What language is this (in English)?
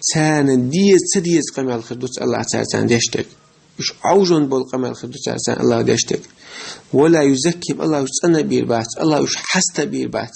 Chechen